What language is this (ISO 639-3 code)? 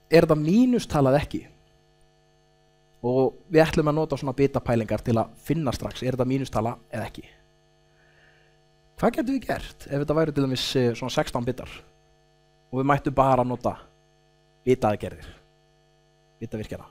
isl